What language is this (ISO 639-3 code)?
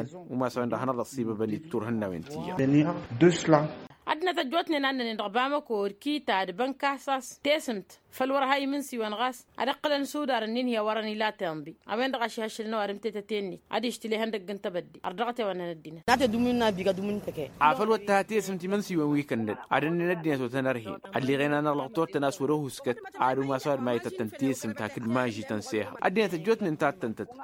taq